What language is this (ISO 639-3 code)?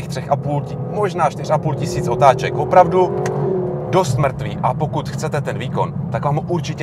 ces